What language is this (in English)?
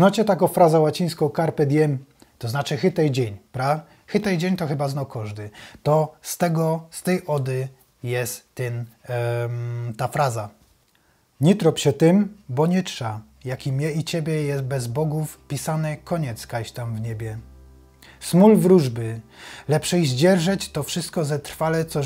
Silesian